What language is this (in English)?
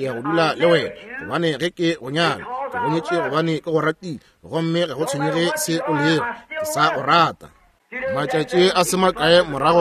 Northern Sotho